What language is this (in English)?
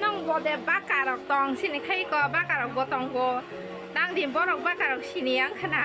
Kok Borok